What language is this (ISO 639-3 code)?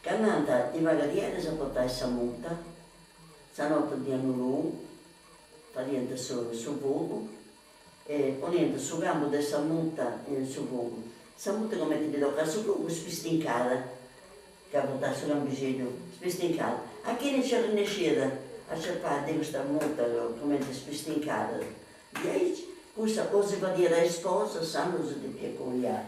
srd